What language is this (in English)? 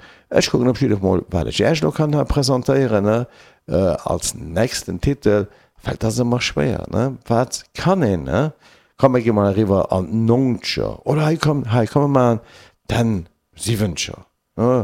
Luxembourgish